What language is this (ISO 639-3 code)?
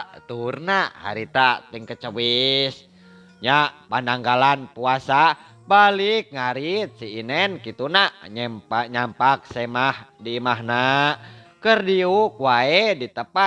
sun